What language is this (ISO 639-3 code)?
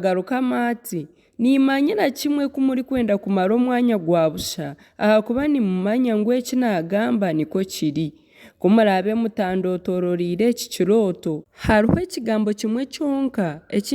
nyn